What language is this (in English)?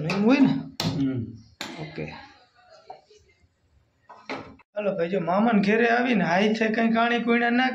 Gujarati